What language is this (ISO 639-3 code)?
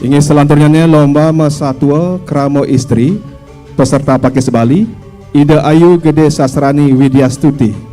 ban